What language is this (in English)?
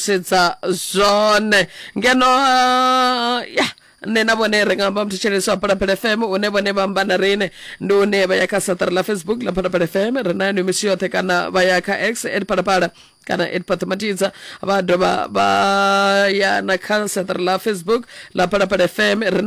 Venda